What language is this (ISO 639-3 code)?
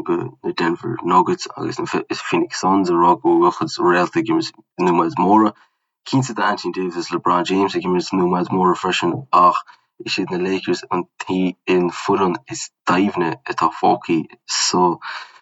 gle